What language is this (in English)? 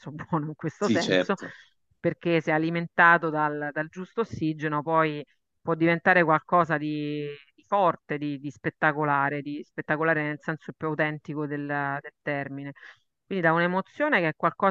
Italian